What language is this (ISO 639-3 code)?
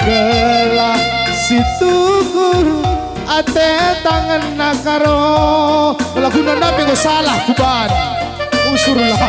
btx